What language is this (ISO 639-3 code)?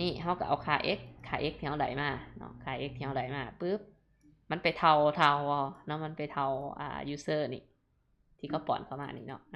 lao